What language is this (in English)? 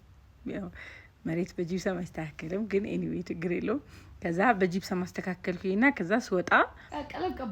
Amharic